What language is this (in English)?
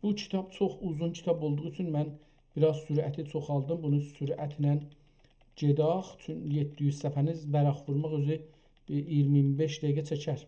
South Azerbaijani